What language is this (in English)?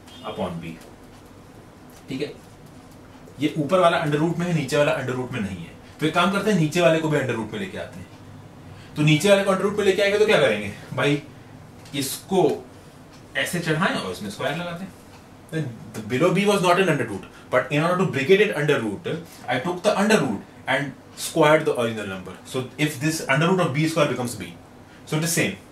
Hindi